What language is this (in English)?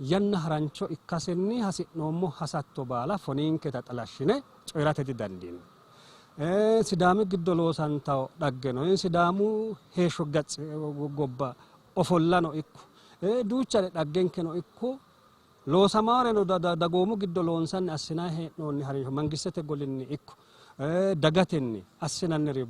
Sidamo